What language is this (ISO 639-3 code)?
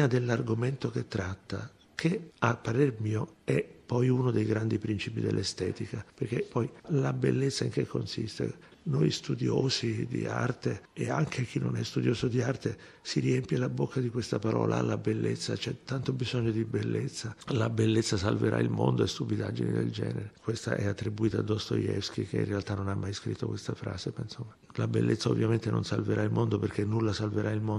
ita